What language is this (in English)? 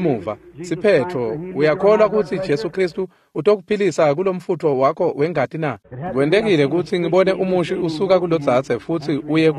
Swati